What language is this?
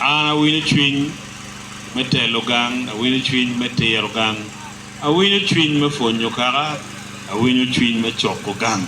Acoli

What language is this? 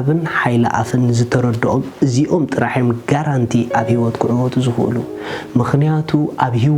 Tigrinya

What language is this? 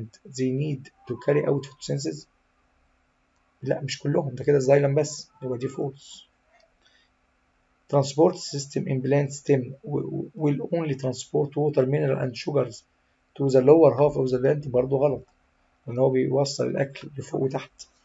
Egyptian Arabic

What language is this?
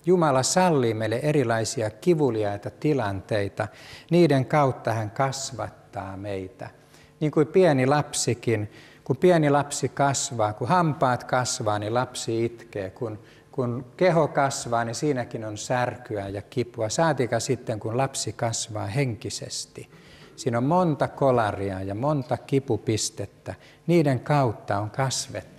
Finnish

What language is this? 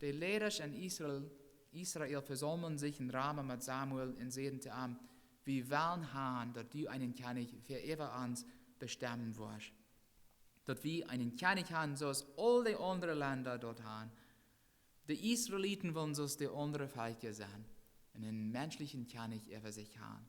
Plautdietsch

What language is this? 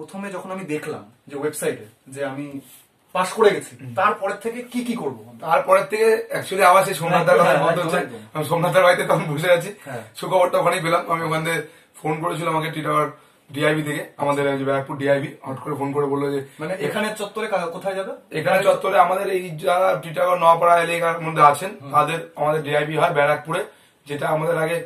Bangla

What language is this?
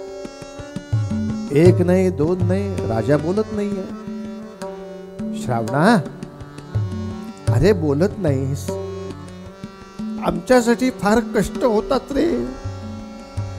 Marathi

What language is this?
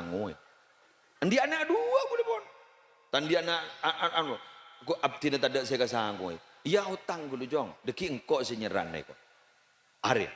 Madurese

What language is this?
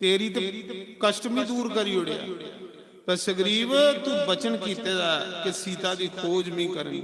Dogri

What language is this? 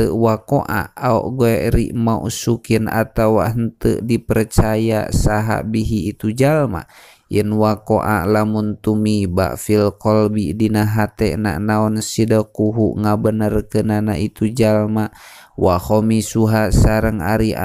Sundanese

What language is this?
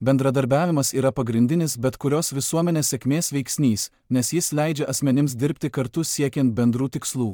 Lithuanian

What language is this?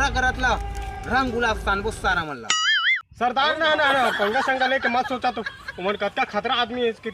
Chhattisgarhi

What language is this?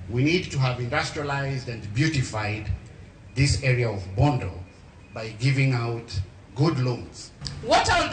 Luo (Kenya and Tanzania)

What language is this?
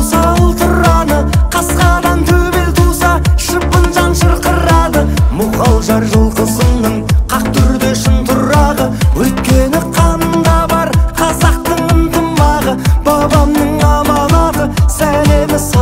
Kazakh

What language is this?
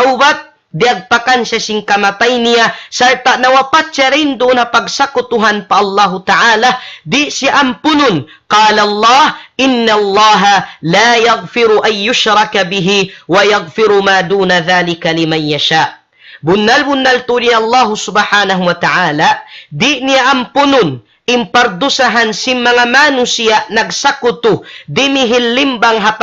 Tausug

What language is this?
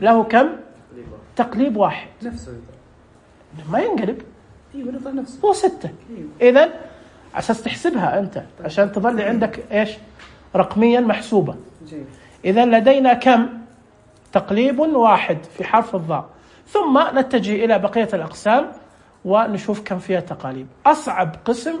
Najdi Arabic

